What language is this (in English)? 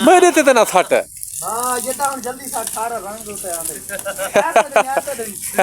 Saraiki